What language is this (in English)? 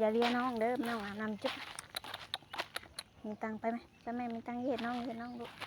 Lao